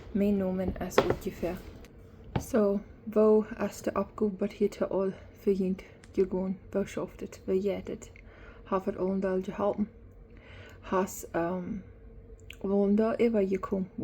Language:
Plautdietsch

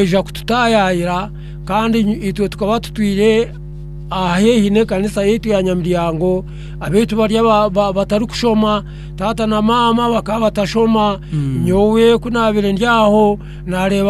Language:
Nyankole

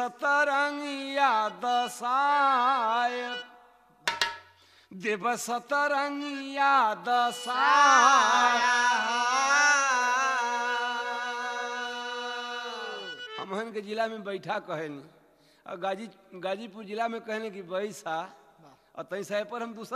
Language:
Bhojpuri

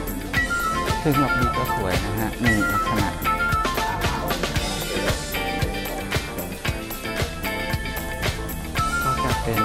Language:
Thai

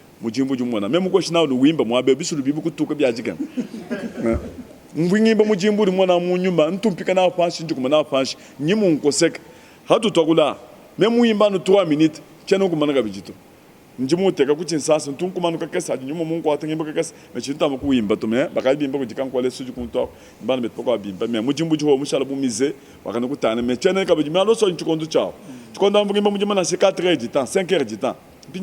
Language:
Luba-Lulua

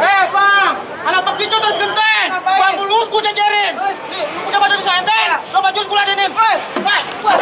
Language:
Betawi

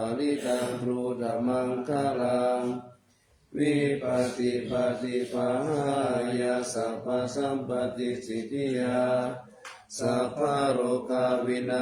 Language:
Pali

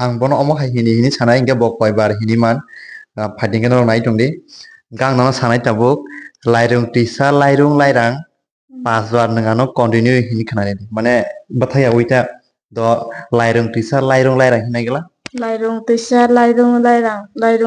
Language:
Kok Borok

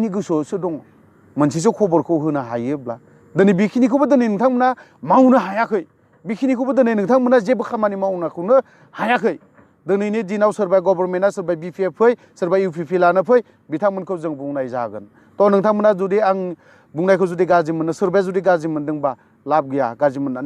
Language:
Bodo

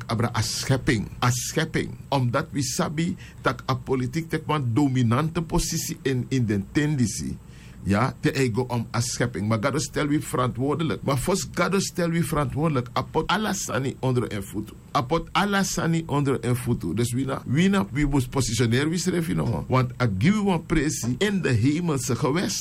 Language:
Sranan Tongo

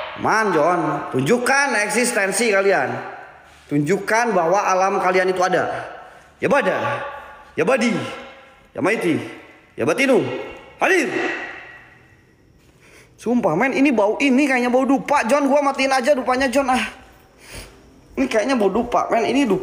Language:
Indonesian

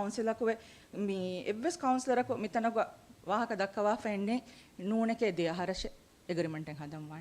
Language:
Divehi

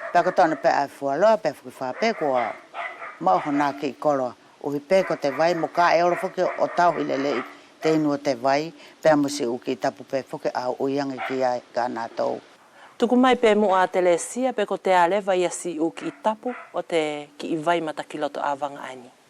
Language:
Wallisian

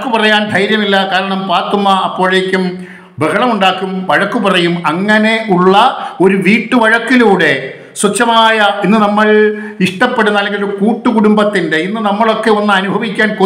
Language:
Malayalam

